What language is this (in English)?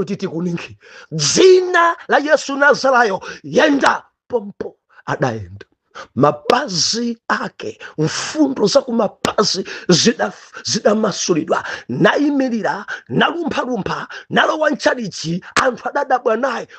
Nyanja